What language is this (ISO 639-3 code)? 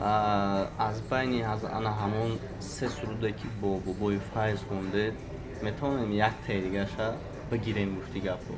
tgk